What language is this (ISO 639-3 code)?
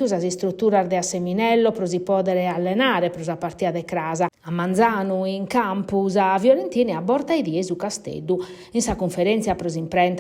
srd